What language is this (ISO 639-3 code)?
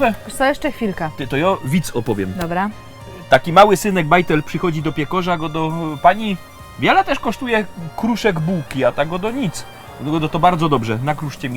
szl